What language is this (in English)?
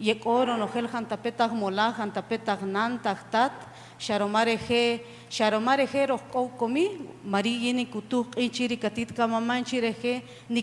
Kaqchikel